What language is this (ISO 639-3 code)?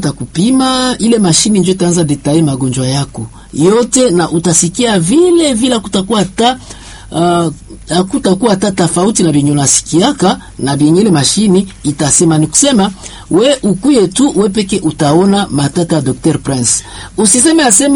swa